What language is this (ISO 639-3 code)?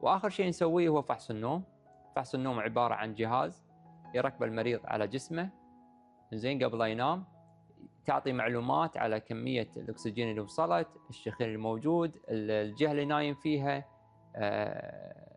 afb